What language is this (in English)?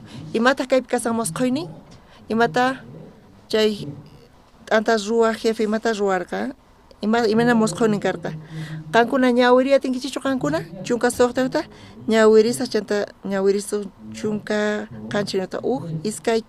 South Bolivian Quechua